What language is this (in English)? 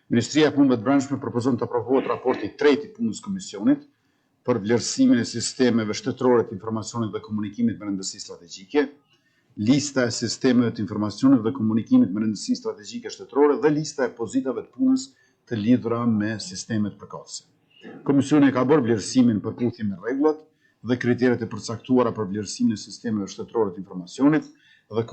Albanian